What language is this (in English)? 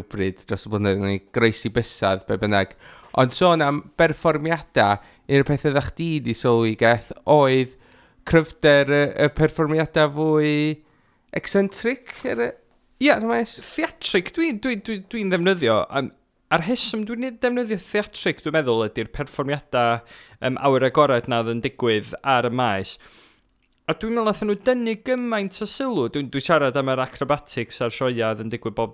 Welsh